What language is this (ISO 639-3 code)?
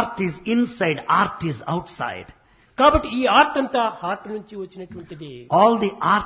tel